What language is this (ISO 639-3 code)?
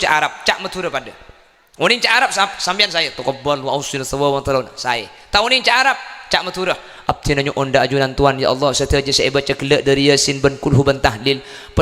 mad